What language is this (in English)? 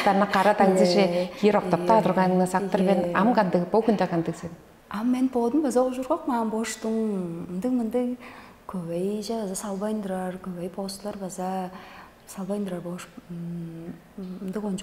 Tuvinian